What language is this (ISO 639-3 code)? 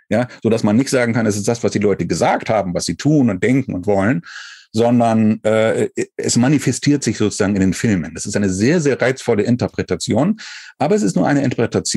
deu